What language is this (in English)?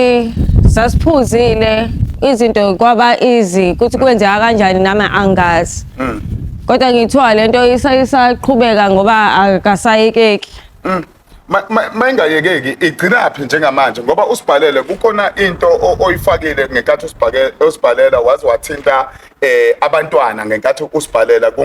Zulu